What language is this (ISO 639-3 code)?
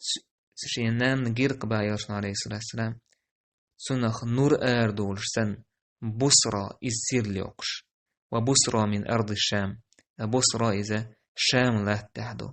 che